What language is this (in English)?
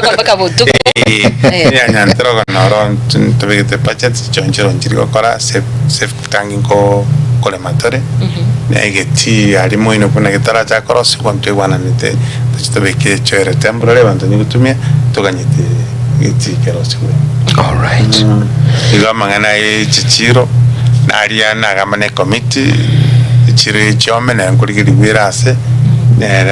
Gusii